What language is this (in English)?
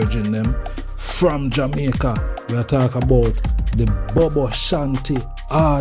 Jamaican Creole English